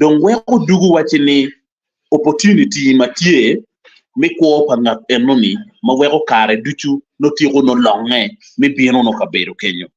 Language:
Acoli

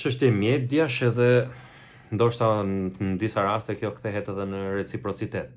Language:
Albanian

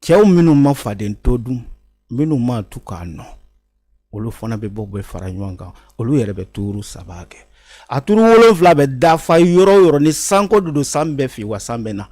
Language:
Bambara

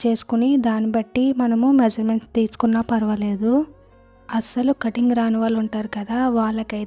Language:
Telugu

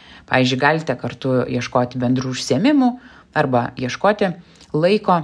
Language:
Lithuanian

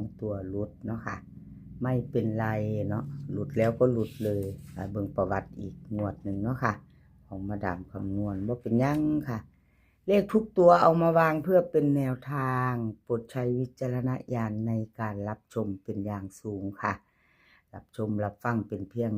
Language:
Northeastern Thai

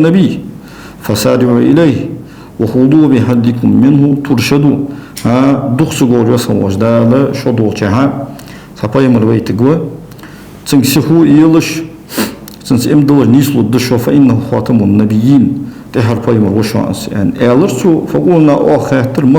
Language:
Ingush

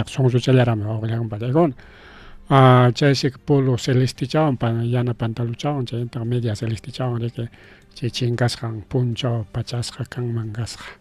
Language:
Ayacucho Quechua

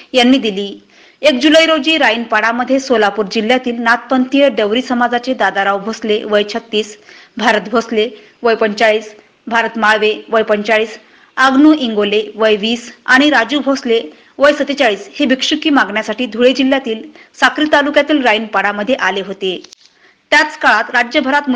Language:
Marathi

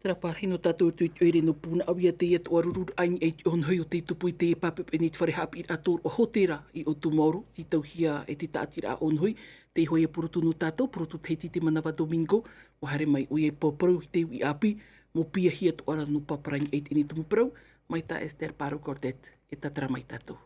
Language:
Tahitian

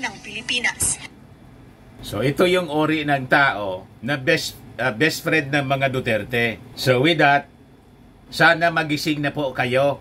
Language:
Filipino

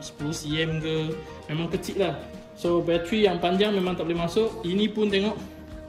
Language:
Malay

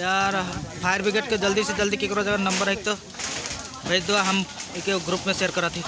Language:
Sadri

